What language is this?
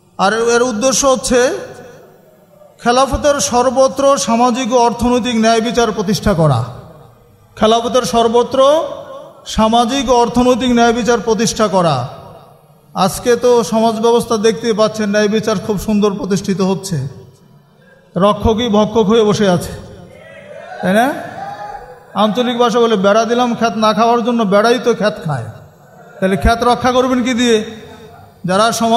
Bangla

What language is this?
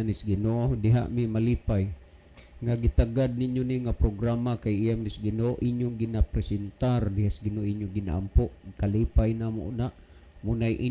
Cebuano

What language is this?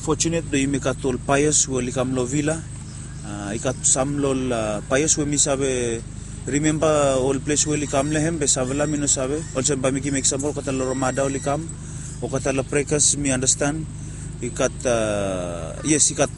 Bislama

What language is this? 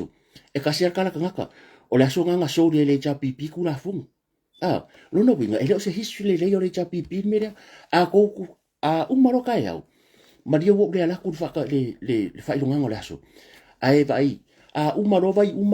Samoan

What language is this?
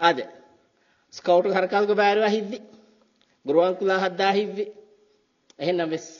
Divehi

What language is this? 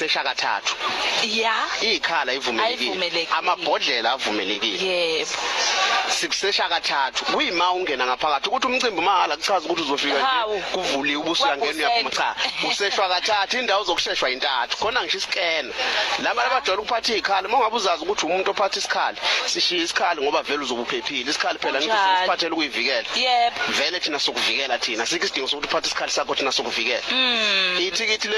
Zulu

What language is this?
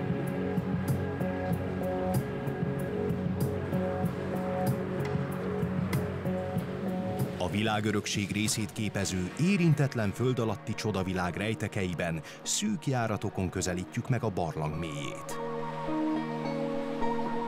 Hungarian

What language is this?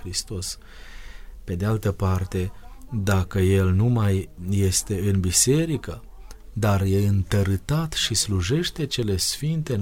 Romanian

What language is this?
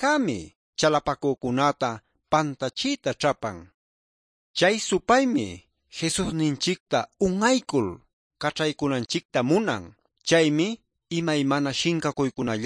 Quechua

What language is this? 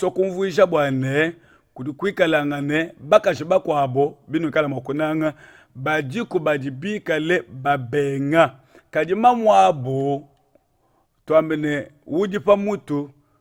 Luba-Lulua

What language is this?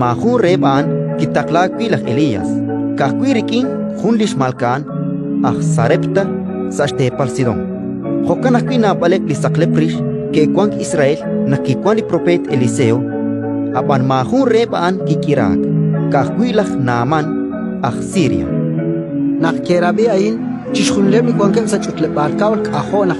Kekchí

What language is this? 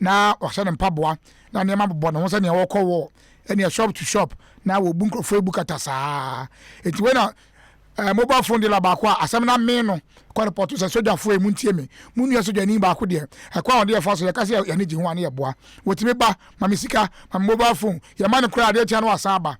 Akan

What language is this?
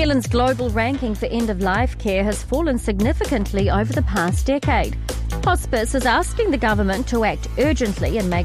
English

